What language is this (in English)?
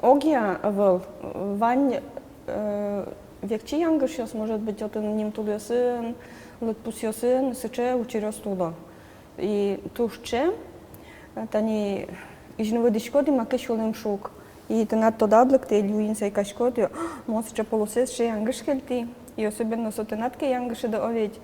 Udmurt